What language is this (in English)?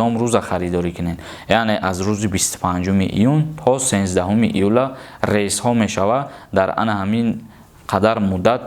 Tajik